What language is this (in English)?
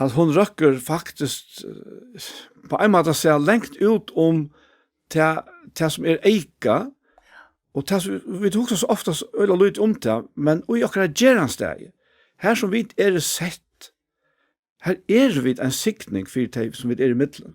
Faroese